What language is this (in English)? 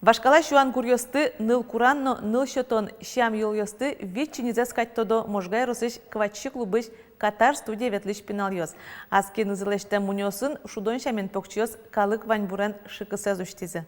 Udmurt